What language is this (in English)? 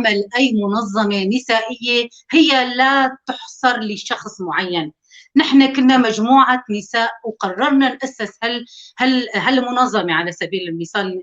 North Levantine Arabic